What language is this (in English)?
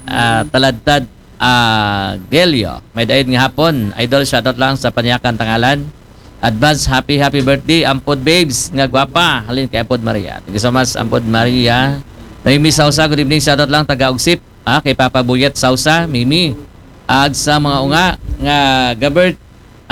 Aklanon